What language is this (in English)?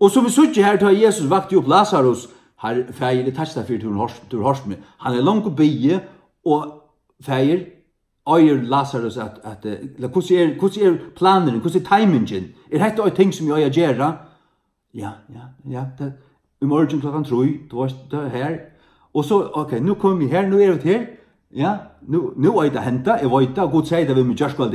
Faroese